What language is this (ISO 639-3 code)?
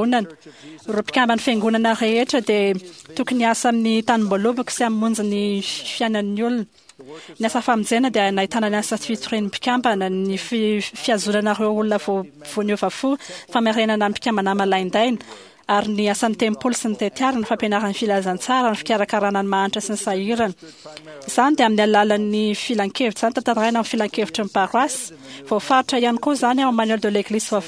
mlg